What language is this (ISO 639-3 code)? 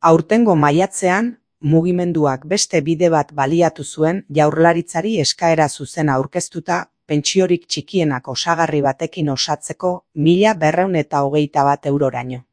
eus